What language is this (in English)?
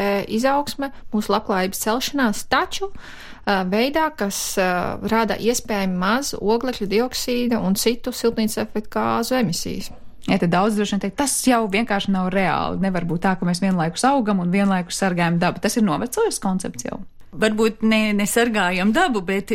Latvian